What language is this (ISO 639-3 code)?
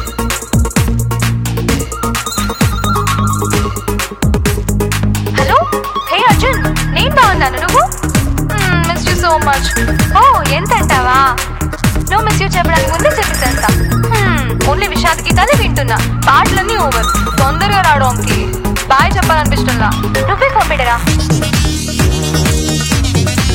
tel